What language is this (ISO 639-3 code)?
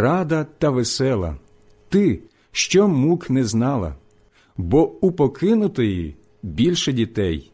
ukr